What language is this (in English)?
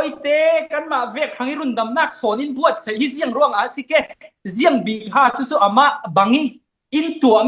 Falam Chin